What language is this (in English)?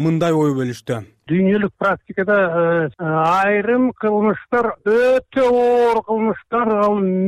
Kyrgyz